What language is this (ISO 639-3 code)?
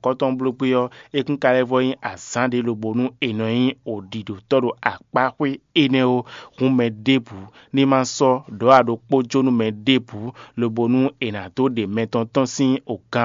fon